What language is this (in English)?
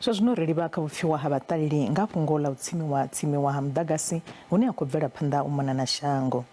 Venda